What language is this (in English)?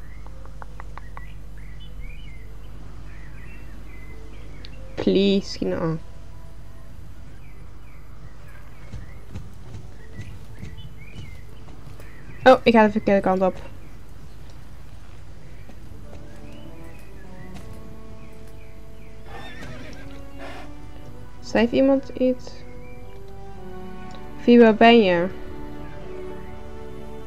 Dutch